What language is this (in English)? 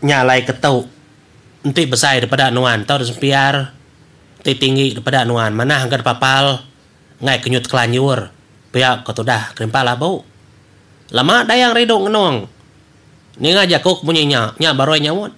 Iban